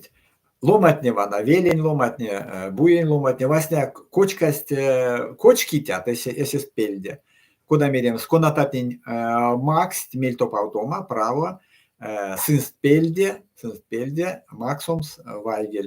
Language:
Erzya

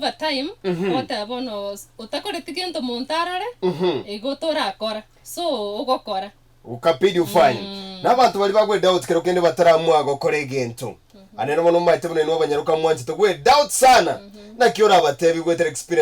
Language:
Gusii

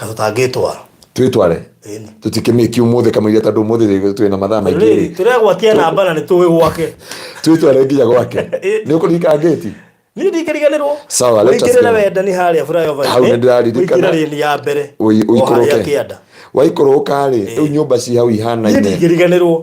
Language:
Kikuyu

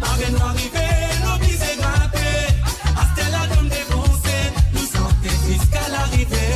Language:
Morisyen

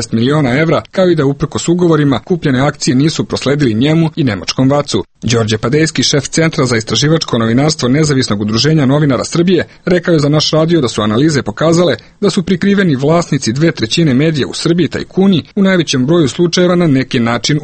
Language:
Serbian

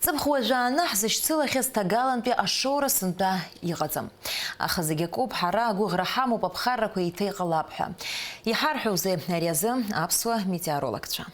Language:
Abkhazian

